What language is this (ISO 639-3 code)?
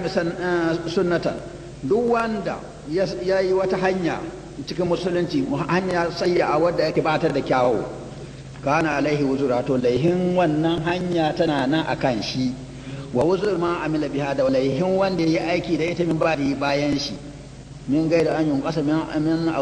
hau